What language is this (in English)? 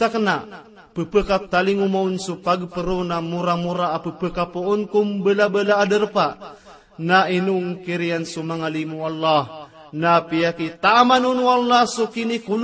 Maranao